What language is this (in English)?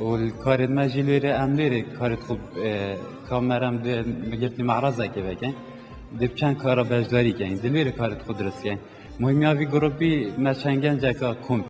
Kurdish